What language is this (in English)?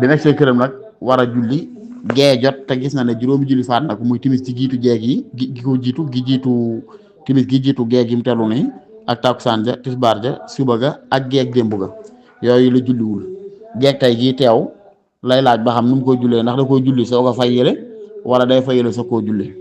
Wolof